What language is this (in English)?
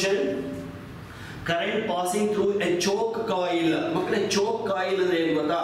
Kannada